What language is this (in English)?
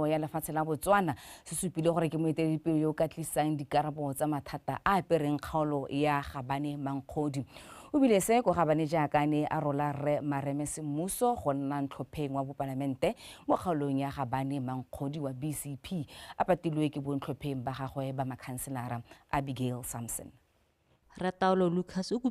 Tswana